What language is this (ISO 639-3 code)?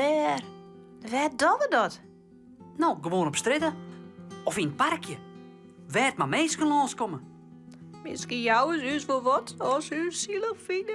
fry